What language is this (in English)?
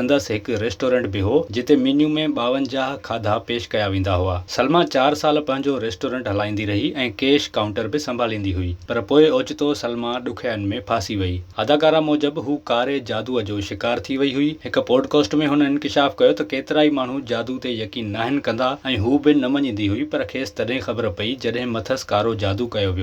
Sindhi